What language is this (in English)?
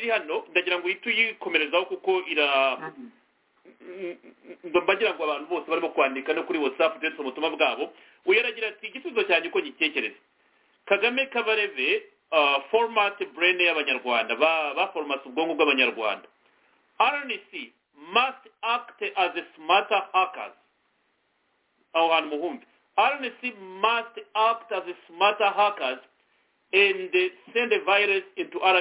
Kinyarwanda